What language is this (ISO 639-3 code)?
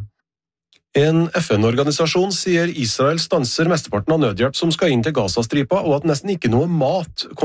nor